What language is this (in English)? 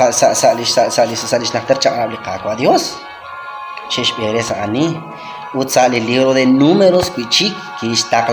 Kekchí